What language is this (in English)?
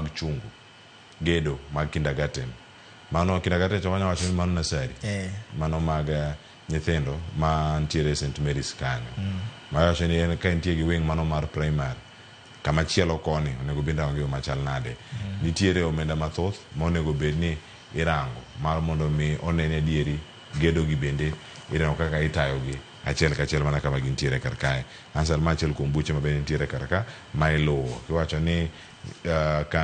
Luo (Kenya and Tanzania)